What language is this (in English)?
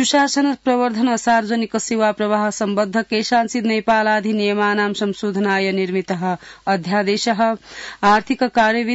Sanskrit